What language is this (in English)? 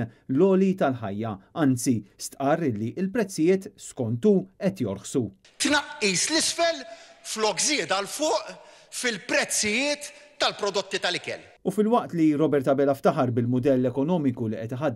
Maltese